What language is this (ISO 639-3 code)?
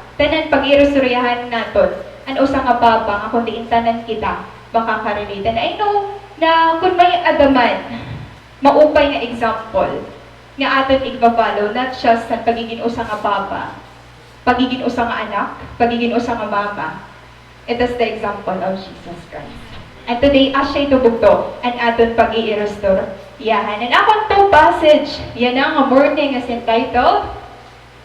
war